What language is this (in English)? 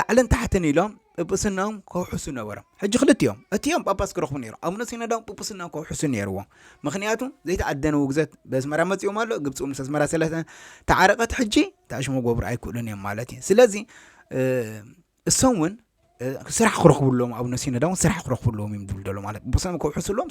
Tigrinya